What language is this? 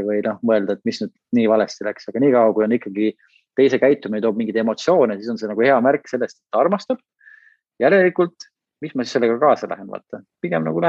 Estonian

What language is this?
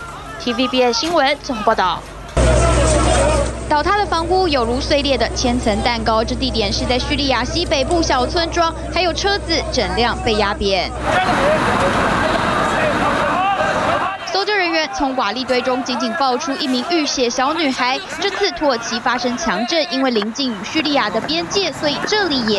Chinese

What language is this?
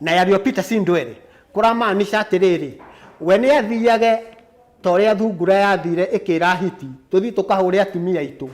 Kikuyu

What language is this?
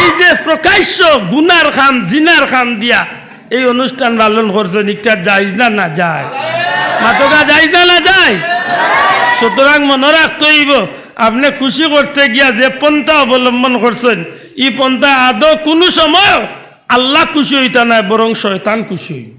Sylheti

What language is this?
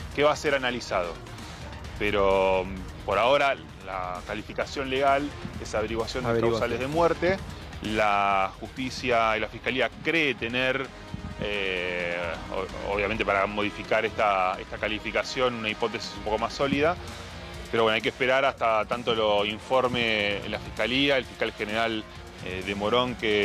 Spanish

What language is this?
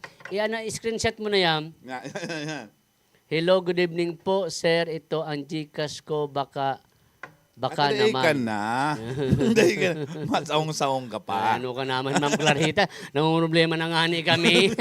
Bikol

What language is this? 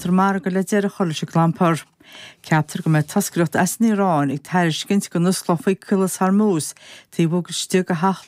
Irish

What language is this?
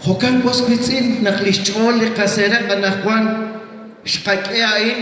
Kekchí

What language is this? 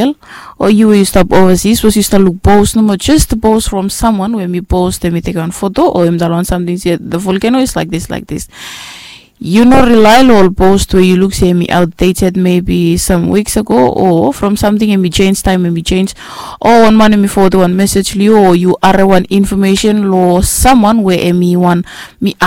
Bislama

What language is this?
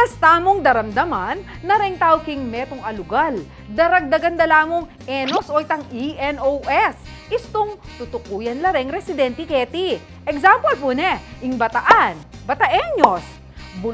Pampanga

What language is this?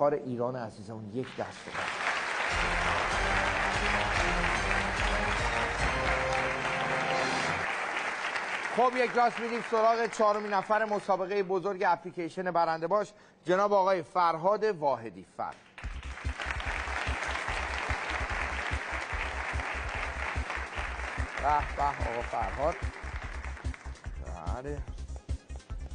Persian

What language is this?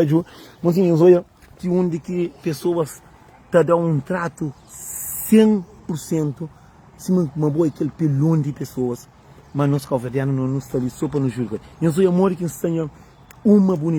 Kabuverdianu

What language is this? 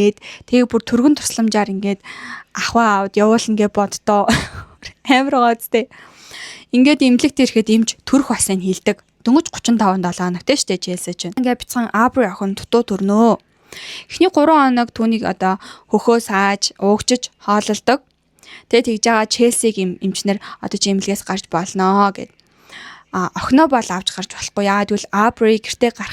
Mongolian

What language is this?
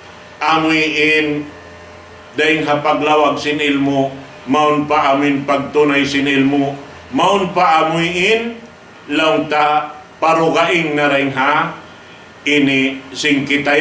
Tausug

